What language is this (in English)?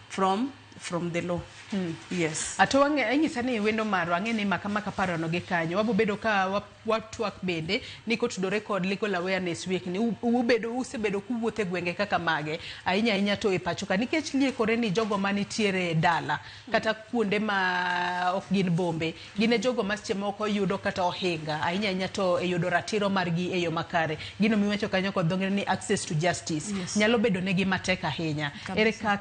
Luo (Kenya and Tanzania)